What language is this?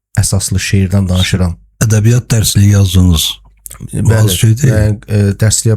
Azerbaijani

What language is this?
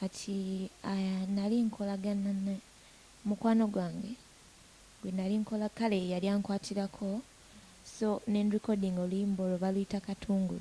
Ganda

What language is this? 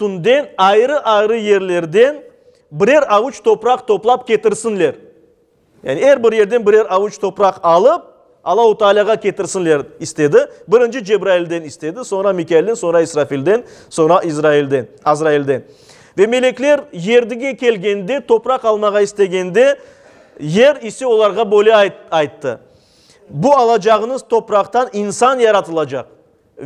Crimean Tatar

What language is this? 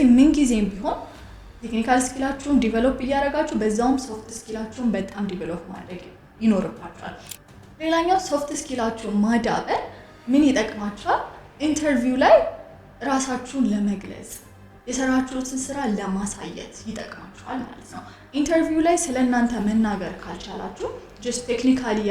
Amharic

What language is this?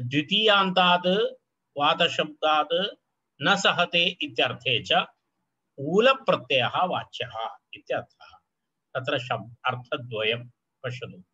Sanskrit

